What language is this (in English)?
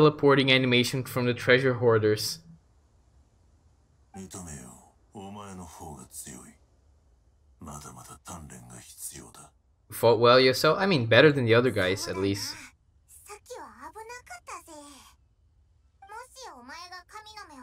Japanese